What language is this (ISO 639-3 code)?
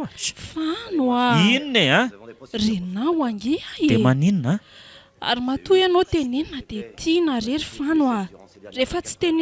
mlg